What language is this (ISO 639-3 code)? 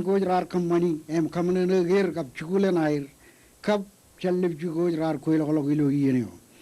mah